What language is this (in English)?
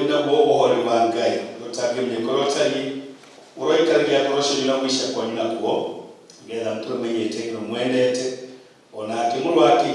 Kikuyu